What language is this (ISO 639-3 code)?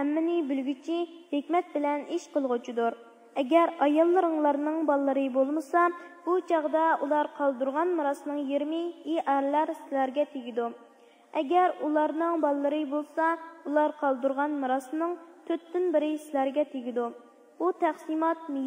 uig